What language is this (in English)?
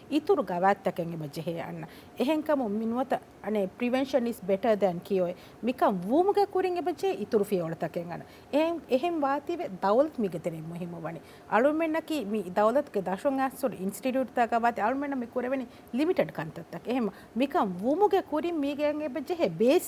Divehi